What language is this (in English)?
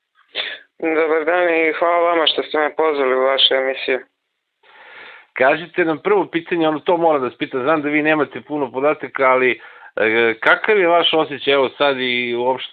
Serbian